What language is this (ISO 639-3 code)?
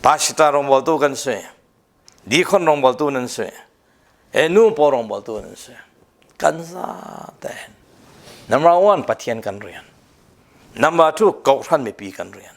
cfm